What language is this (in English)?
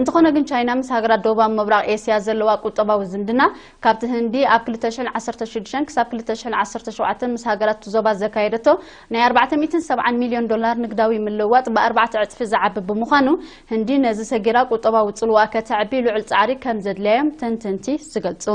Tigrinya